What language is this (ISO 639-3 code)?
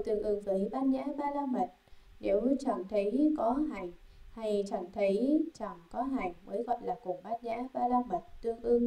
vie